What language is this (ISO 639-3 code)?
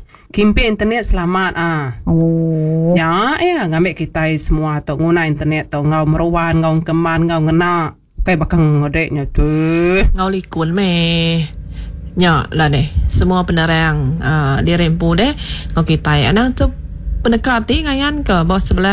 iba